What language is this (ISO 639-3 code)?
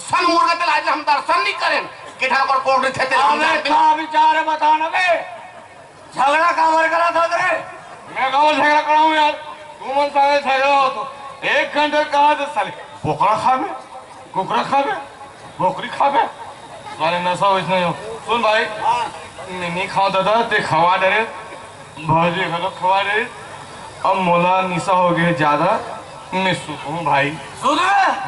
hne